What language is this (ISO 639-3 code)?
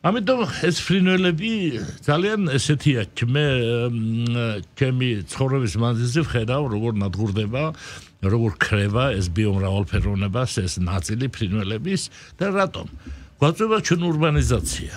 kat